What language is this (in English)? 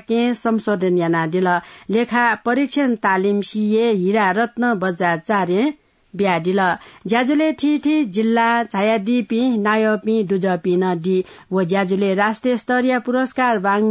Newari